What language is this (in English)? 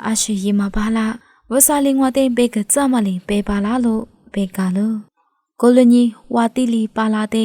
Lisu